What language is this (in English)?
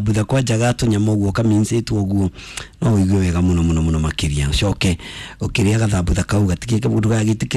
Kikuyu